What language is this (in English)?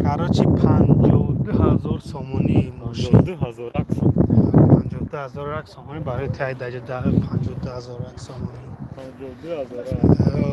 Tajik